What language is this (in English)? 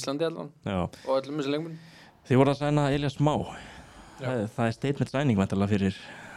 Icelandic